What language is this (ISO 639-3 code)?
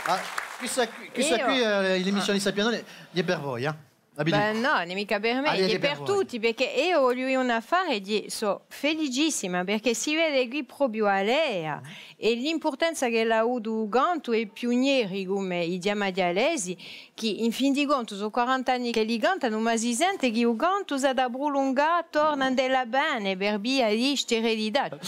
cos